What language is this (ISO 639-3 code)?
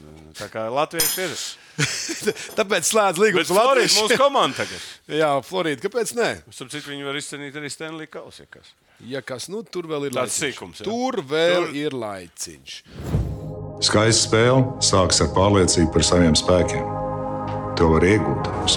lav